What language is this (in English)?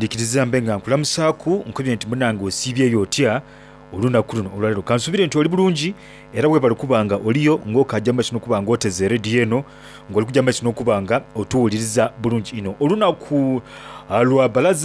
Soga